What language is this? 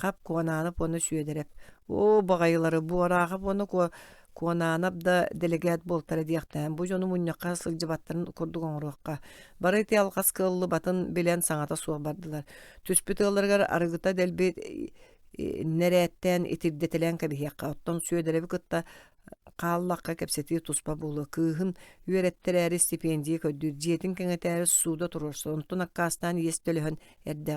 Yakut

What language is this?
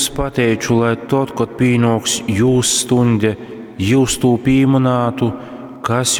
Latgalian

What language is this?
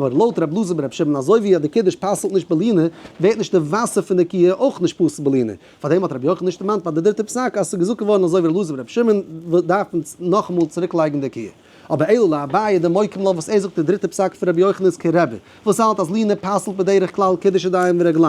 Yiddish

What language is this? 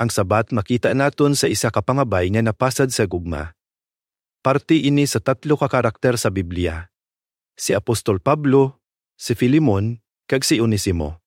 Hiligaynon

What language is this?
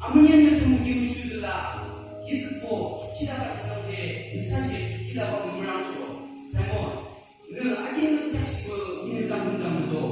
Yimchungru Naga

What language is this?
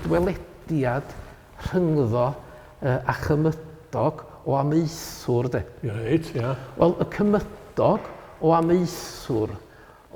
Welsh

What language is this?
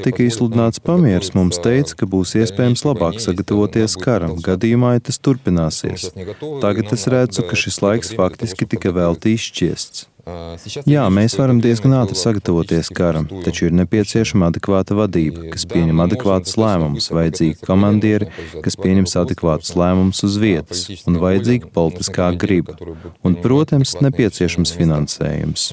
Latvian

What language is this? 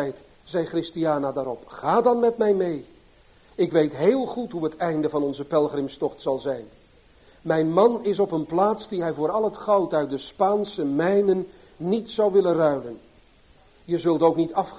Dutch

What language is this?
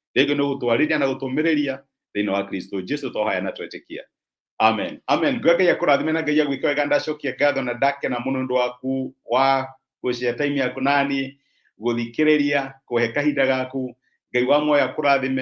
Kikuyu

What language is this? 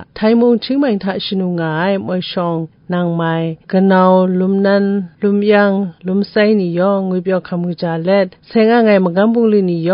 Kachin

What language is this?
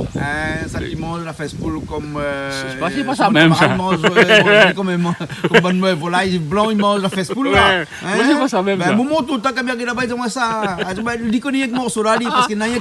Réunion Creole French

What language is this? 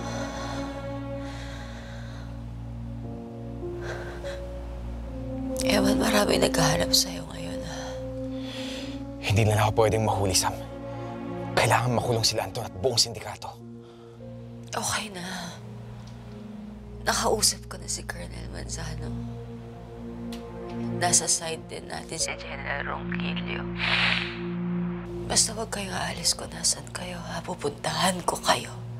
Filipino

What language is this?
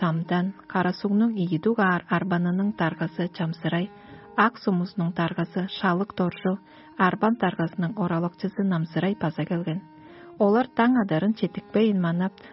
Tuvinian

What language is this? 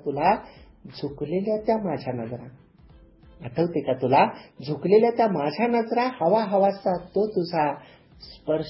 Marathi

